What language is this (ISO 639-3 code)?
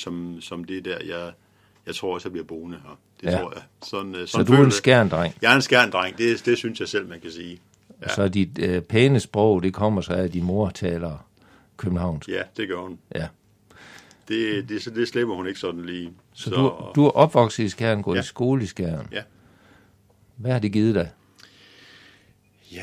dan